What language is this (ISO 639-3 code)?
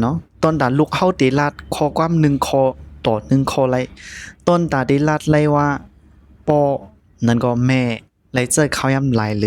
shn